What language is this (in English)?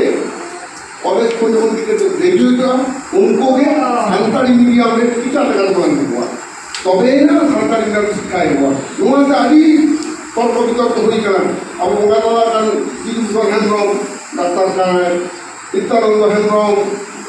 Santali